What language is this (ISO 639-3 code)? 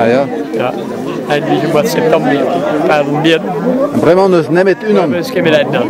bre